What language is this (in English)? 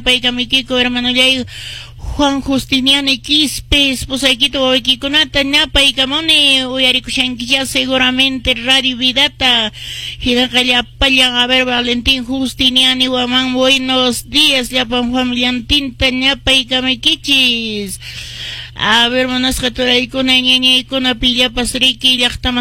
Quechua